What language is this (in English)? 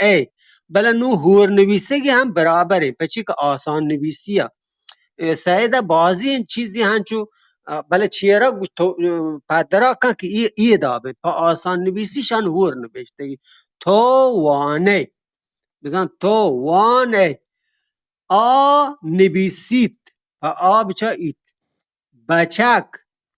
Eastern Balochi